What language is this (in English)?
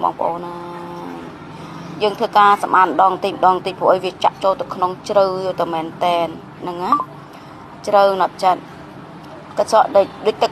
Khmer